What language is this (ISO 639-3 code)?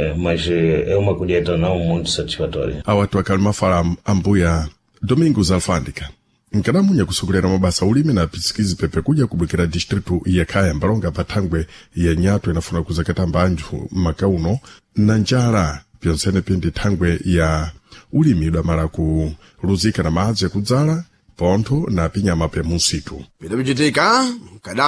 seh